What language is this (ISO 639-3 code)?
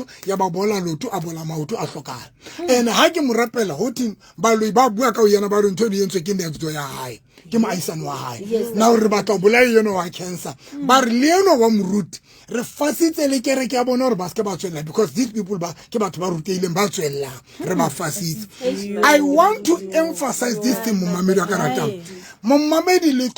sot